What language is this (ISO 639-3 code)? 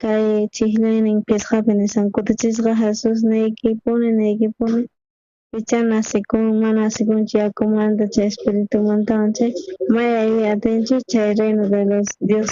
quh